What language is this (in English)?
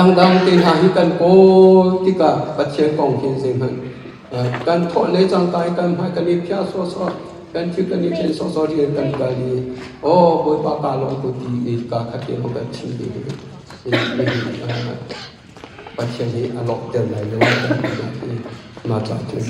Hakha Chin